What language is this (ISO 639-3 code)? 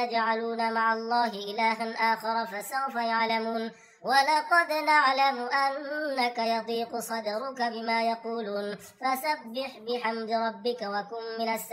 ara